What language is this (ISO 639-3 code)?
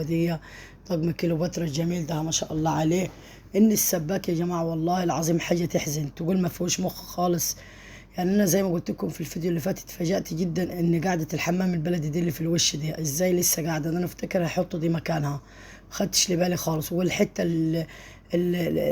arz